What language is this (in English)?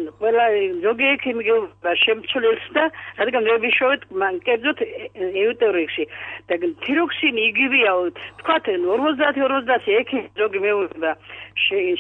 Georgian